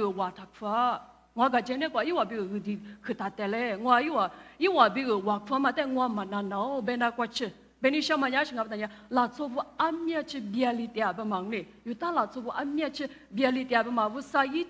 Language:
Lisu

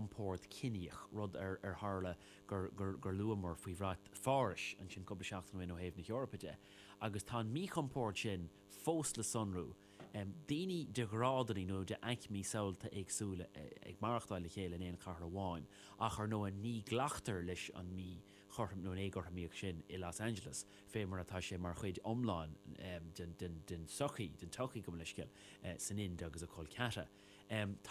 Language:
Irish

